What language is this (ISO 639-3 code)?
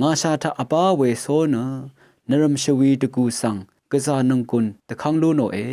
raw